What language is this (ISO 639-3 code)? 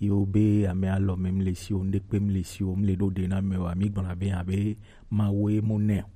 gej